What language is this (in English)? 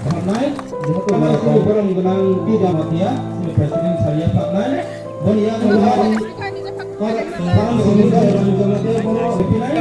Kok Borok